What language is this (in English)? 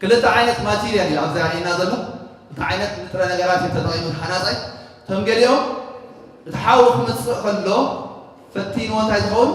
Tigrinya